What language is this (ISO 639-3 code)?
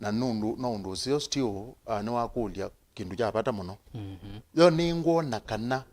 kam